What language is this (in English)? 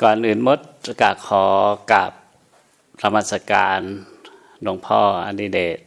Lao